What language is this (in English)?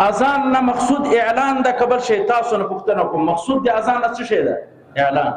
Pashto